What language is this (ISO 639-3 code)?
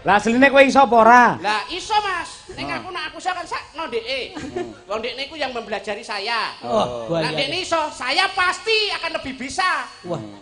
jav